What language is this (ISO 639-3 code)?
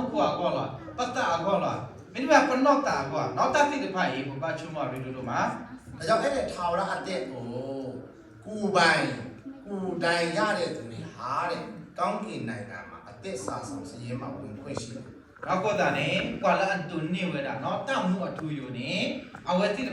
ksw